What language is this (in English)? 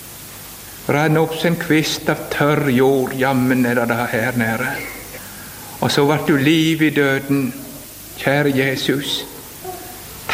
Norwegian